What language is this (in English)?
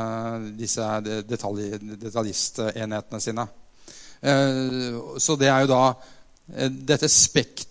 Norwegian